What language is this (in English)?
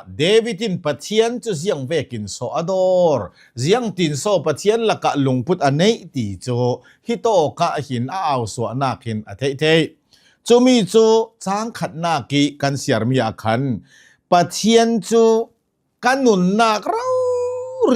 Hakha Chin